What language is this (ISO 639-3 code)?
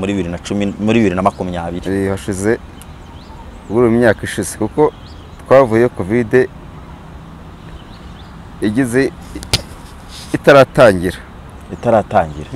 kin